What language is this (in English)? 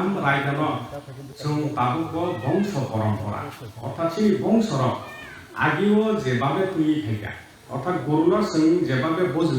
Kok Borok